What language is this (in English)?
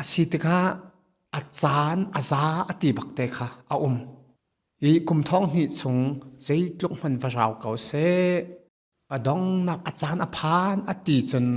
Hakha Chin